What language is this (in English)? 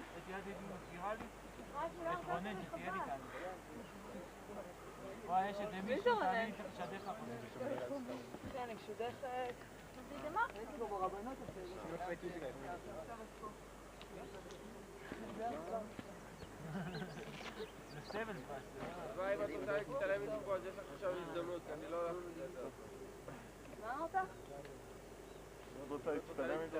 Hebrew